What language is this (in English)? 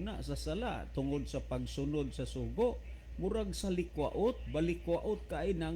Cebuano